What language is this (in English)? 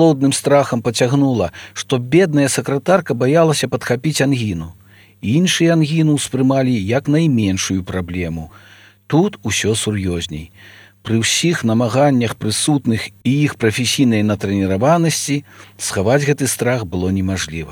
Belarusian